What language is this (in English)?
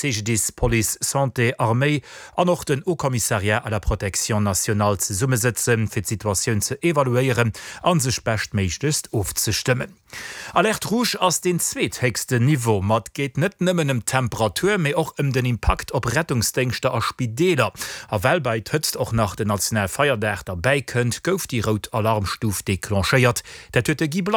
Luxembourgish